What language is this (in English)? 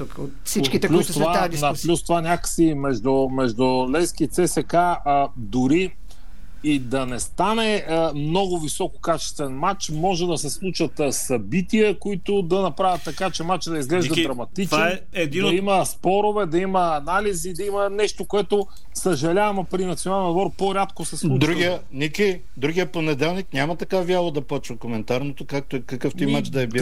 Bulgarian